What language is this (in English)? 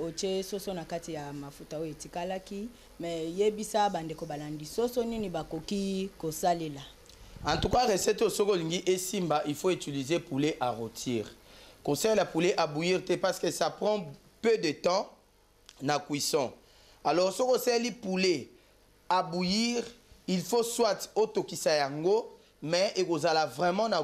Lingala